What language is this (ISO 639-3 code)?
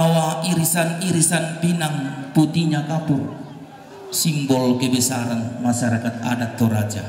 sda